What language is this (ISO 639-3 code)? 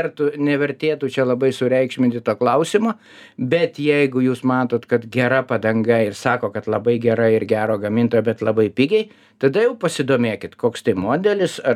lit